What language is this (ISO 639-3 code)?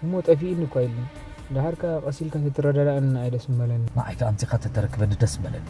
tir